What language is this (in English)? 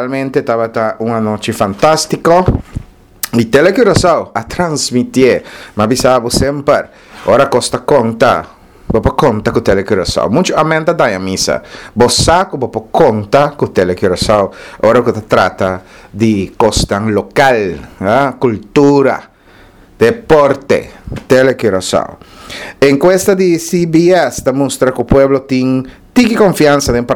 Papiamento